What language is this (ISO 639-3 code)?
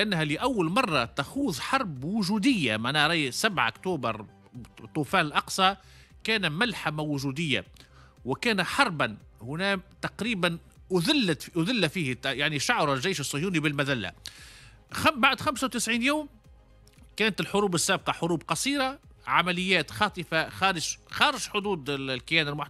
aeb